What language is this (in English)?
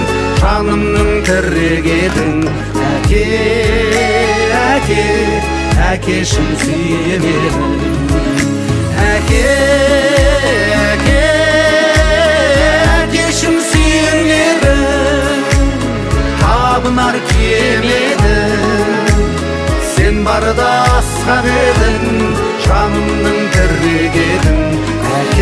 Kazakh